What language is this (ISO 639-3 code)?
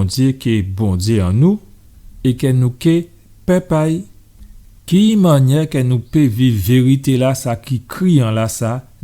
gcf